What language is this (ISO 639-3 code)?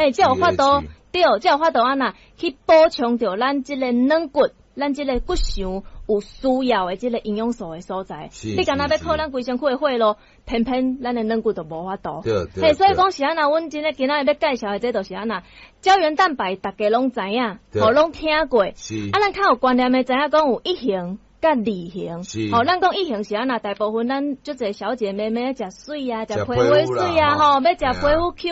nan